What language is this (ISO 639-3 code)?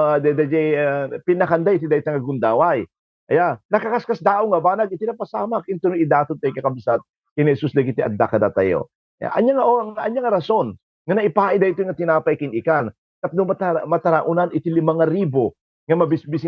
ilo